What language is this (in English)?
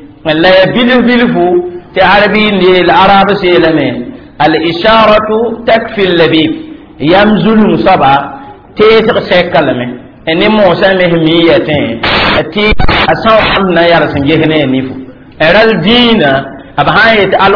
Mossi